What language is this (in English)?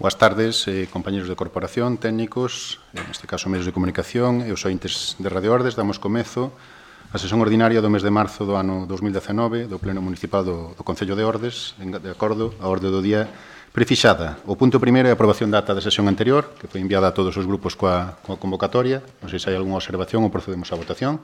Galician